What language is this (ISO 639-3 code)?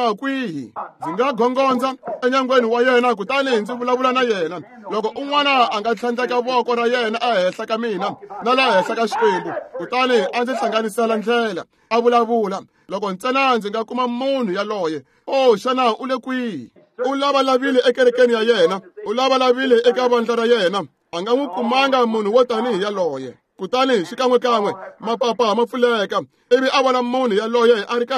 tso